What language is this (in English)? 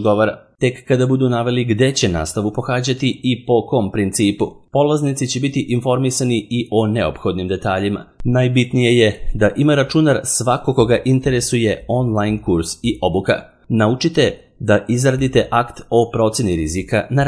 Serbian